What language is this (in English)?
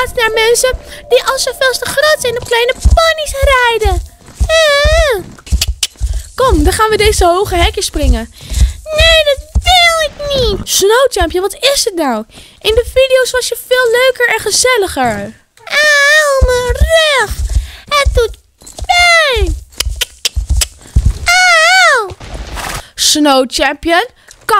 Dutch